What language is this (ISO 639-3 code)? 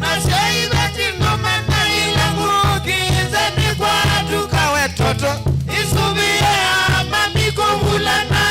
kam